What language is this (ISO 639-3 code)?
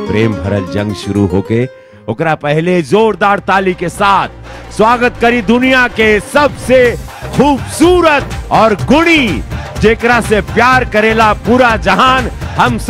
bho